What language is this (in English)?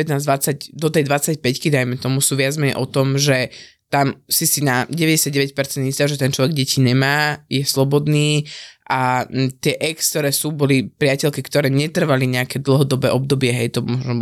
Slovak